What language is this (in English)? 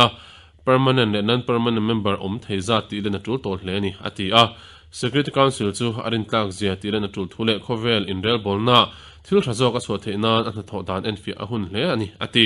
Mizo